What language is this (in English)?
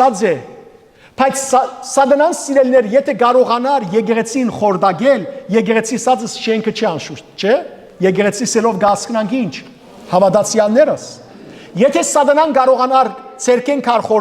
Western Armenian